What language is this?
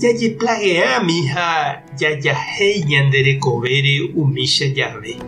Guarani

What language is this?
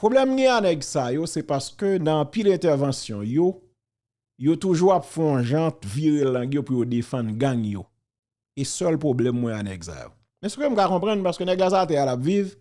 Haitian Creole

